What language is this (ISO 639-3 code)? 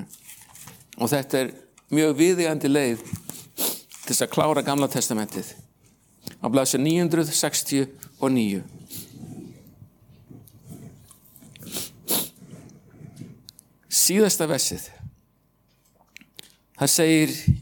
isl